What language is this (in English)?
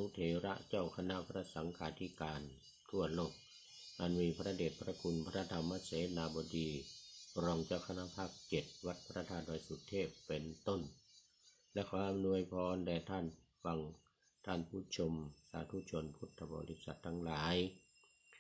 Thai